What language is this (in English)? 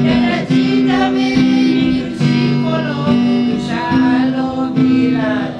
Lahu